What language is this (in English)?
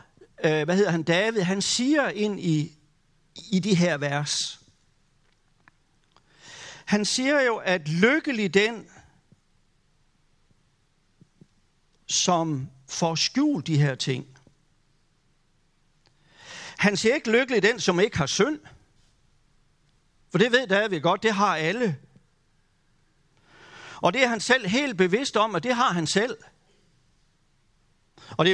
Danish